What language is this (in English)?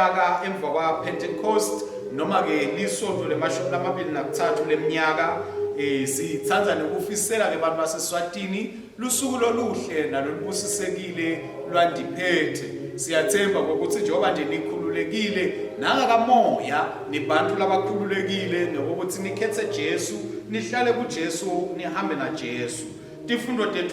Swati